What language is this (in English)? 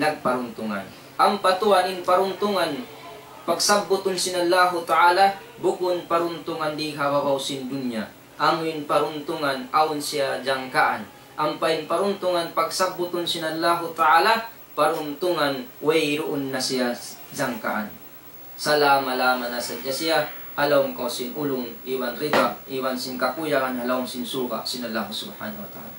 Tausug